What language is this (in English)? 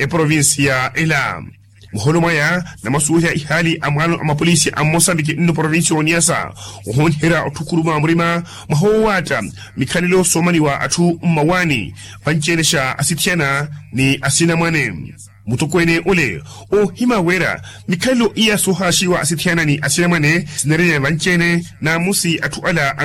Makhuwa